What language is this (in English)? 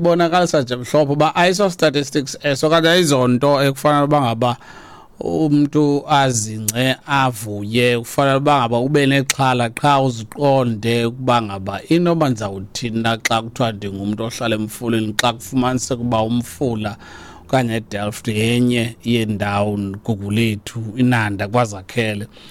Xhosa